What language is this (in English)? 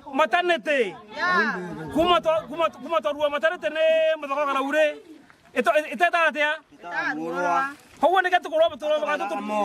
Meru